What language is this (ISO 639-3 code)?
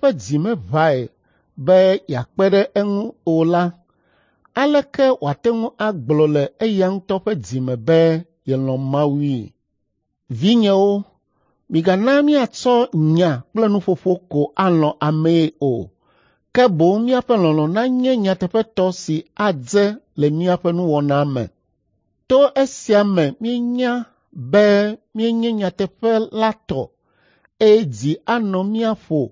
ewe